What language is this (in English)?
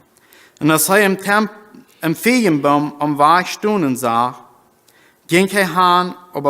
Plautdietsch